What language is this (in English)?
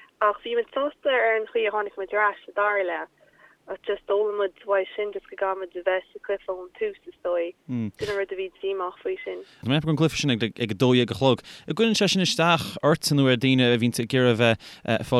Irish